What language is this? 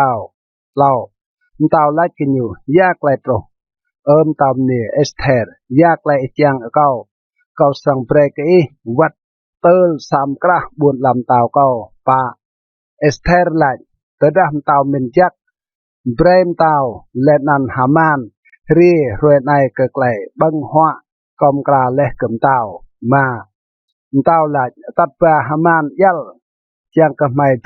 Rade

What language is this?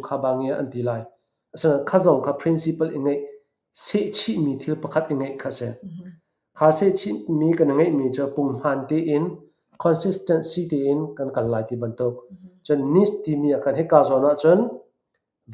Hakha Chin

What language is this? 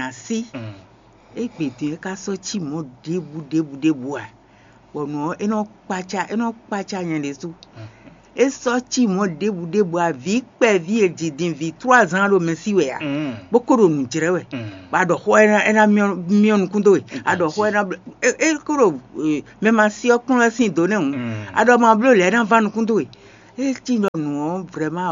Fon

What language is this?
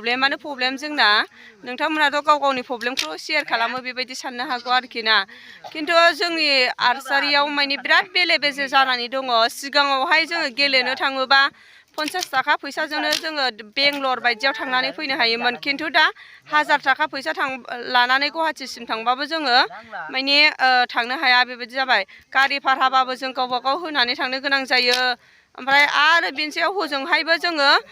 Bodo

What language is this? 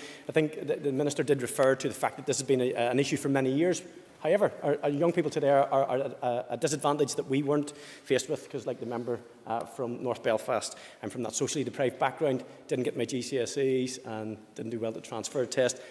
English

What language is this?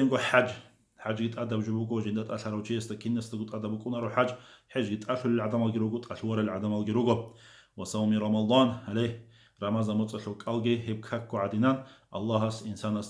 Avaric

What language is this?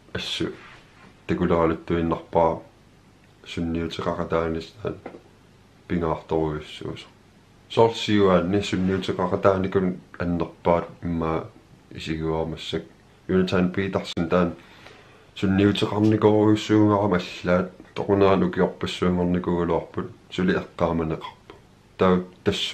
Kalaallisut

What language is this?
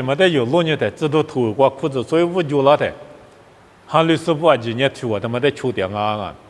Lisu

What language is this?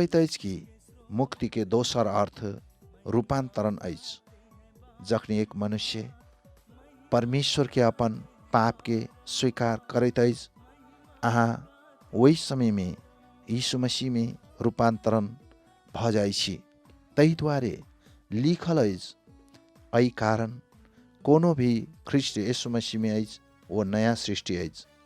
Maithili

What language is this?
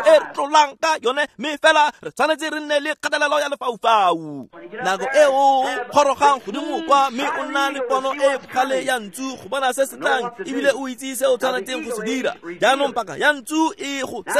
Tswana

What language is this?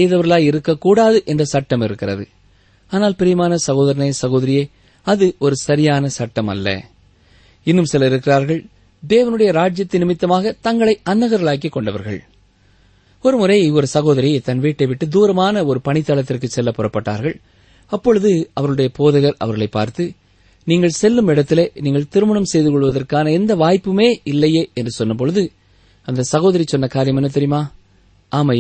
Tamil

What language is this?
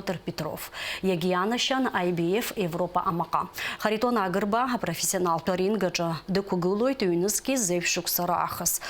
Abkhazian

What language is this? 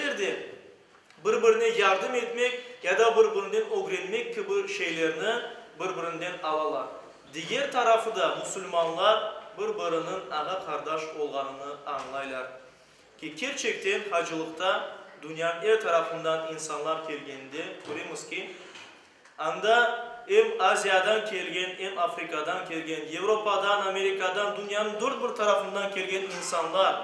Crimean Tatar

